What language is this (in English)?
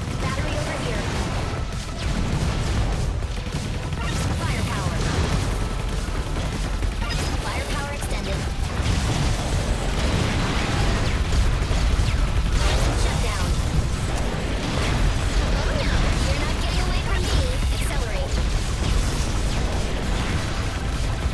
English